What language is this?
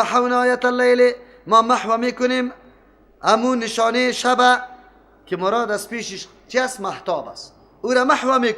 Persian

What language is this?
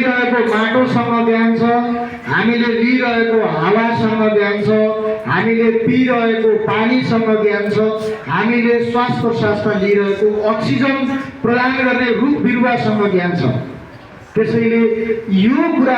Nepali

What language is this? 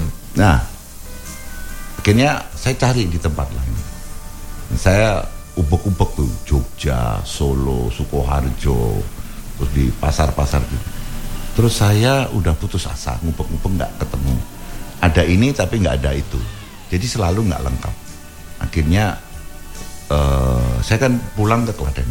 Indonesian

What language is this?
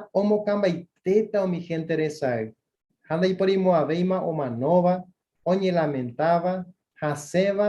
Guarani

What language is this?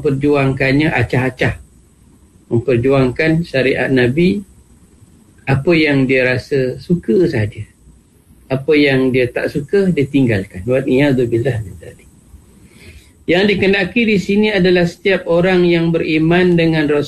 Malay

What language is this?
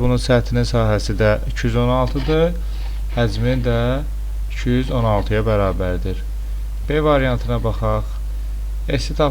Azerbaijani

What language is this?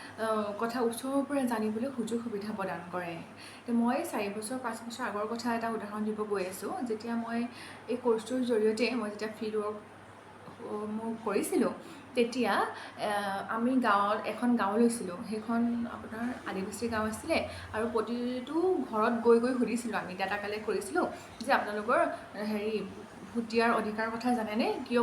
Assamese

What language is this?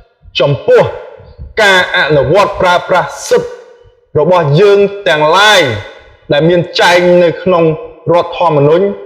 Khmer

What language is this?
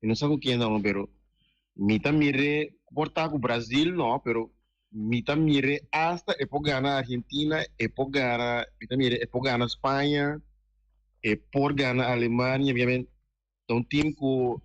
Papiamento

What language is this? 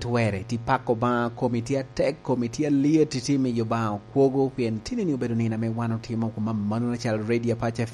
Lango (Uganda)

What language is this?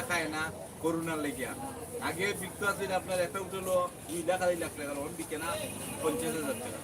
Sylheti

